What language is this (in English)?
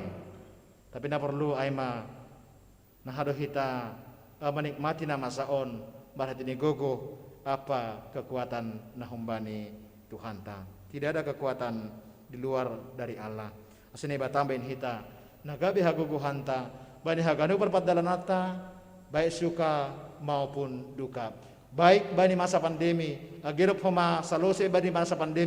Batak Simalungun